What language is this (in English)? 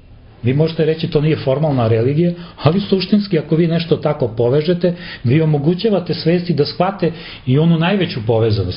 Serbian